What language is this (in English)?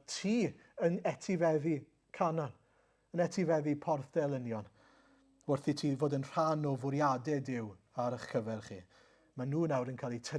Welsh